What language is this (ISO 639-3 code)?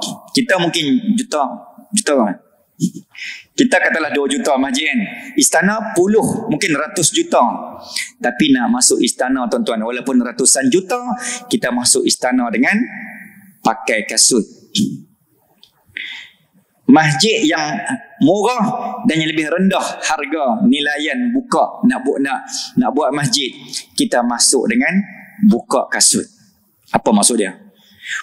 msa